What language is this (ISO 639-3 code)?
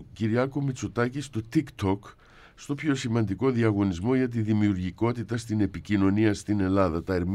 ell